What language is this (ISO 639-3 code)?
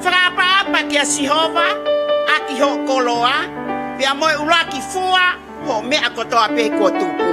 ton